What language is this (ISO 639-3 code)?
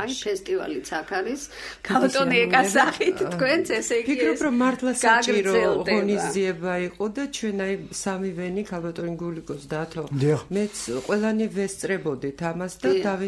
kat